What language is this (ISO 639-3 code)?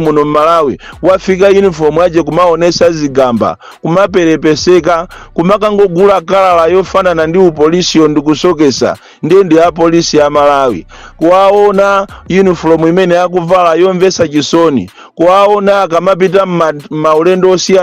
nya